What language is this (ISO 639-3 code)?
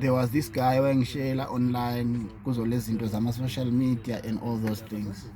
zul